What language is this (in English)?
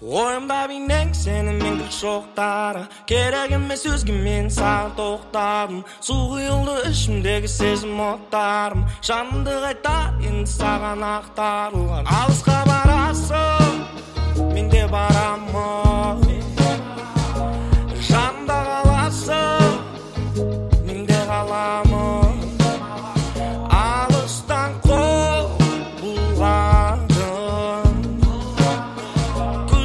Kazakh